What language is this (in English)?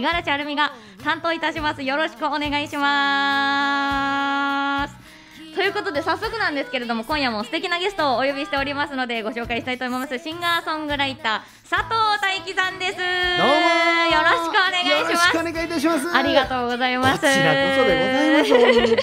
Japanese